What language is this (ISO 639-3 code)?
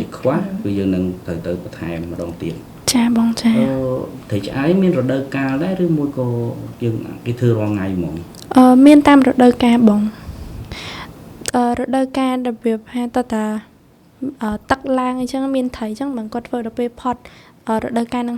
khm